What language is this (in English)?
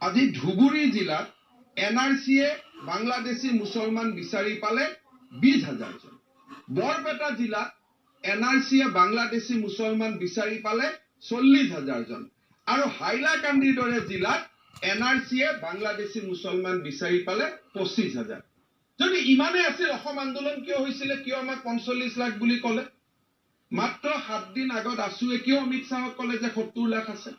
Assamese